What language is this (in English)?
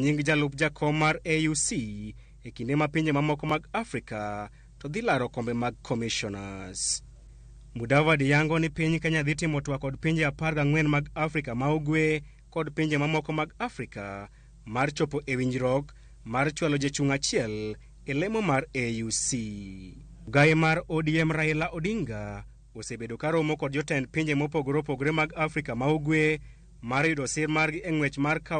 Luo (Kenya and Tanzania)